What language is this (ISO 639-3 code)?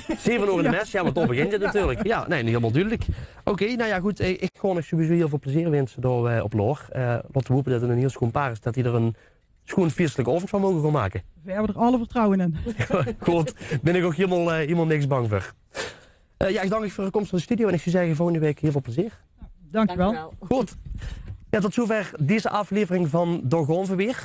lim